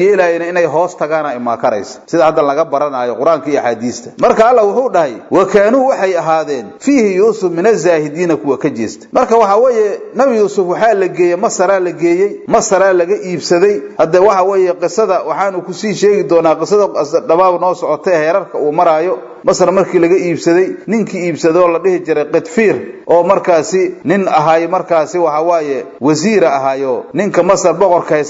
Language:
Somali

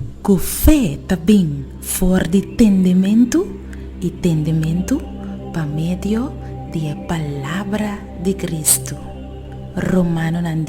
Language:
Papiamento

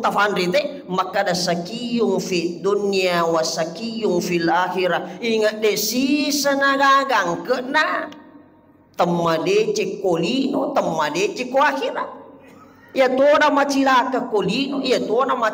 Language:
Buginese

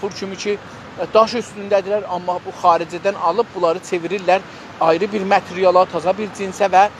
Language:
South Azerbaijani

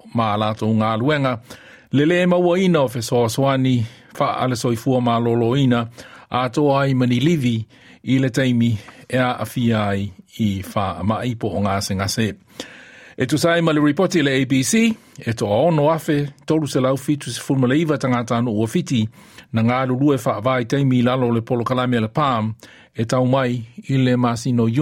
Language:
Samoan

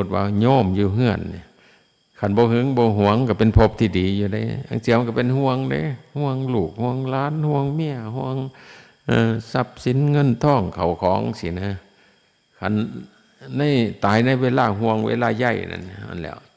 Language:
Northeastern Thai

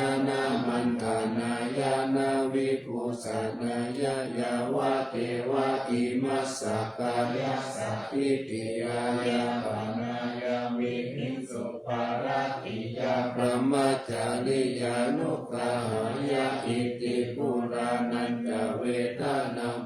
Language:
Pali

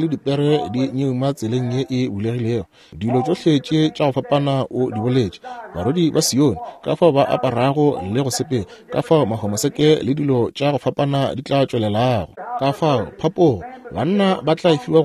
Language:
Northern Sotho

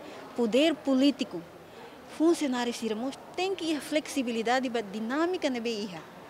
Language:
Tetum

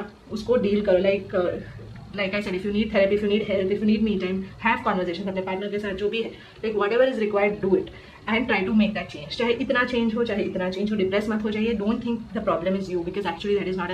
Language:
Hindi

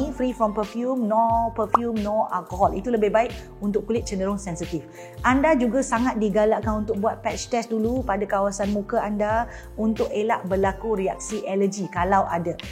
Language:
Malay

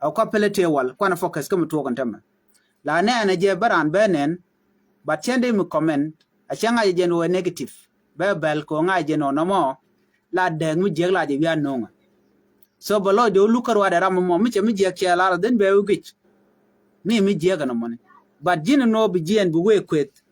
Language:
Nuer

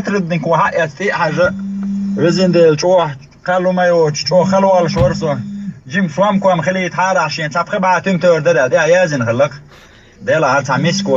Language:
Chechen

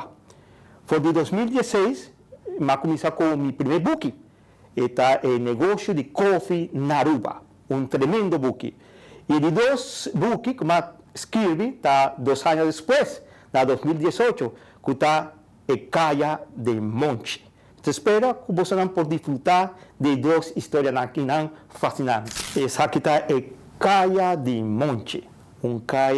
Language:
Papiamento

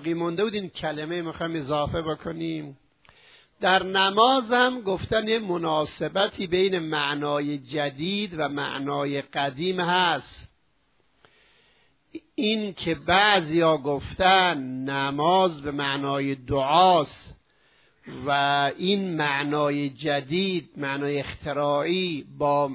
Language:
Persian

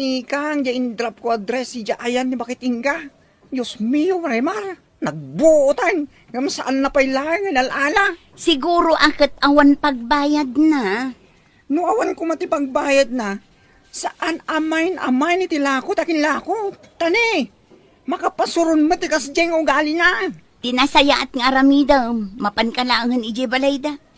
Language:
Iloko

